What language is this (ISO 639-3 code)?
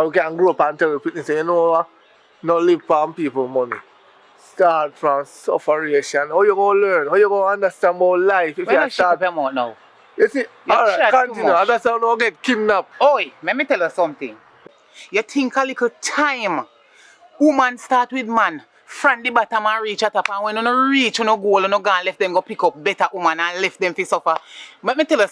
jam